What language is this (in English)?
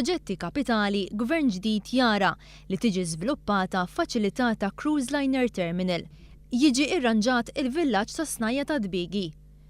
Maltese